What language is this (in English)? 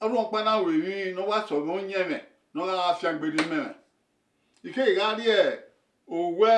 Bini